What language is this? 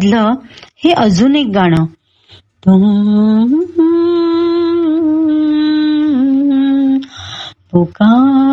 Marathi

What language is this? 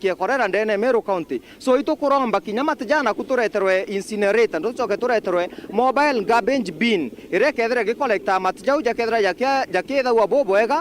Meru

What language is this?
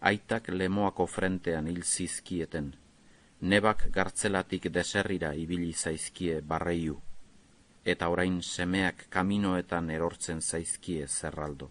Basque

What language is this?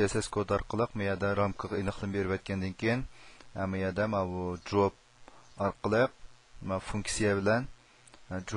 Uyghur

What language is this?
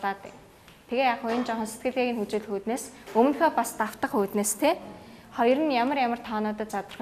Mongolian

